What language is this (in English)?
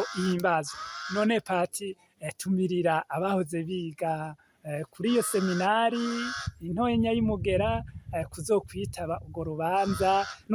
Rundi